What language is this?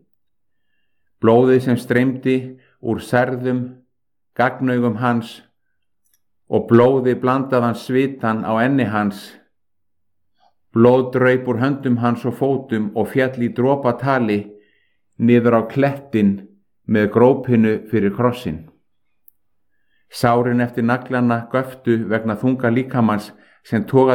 Icelandic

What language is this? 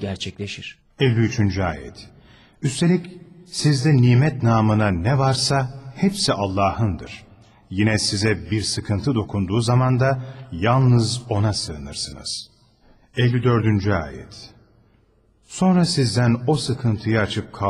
Turkish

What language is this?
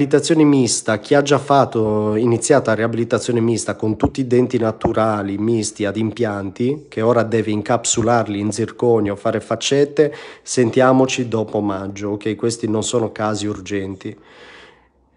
Italian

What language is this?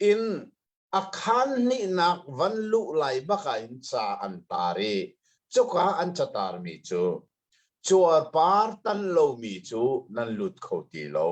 Hakha Chin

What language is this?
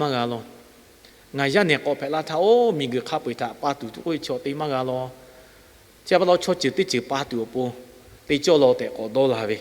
Lahu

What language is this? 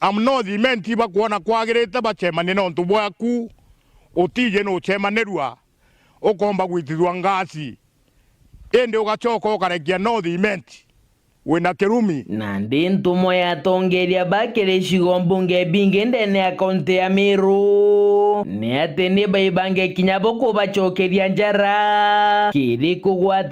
Meru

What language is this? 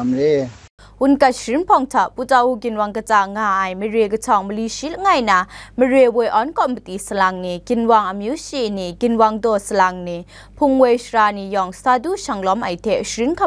Kachin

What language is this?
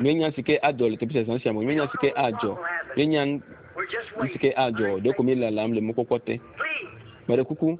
Ewe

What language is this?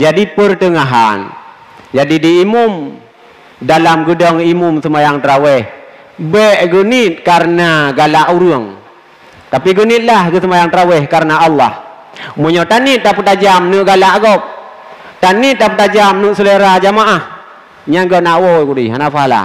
Achinese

